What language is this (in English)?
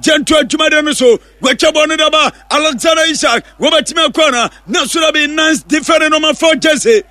Akan